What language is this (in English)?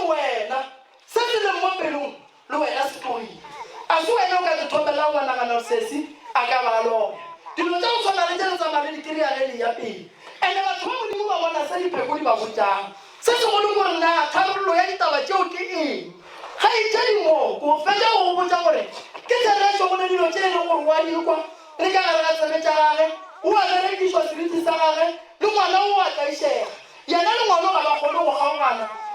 Northern Sotho